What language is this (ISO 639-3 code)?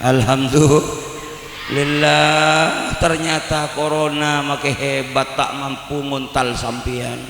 mad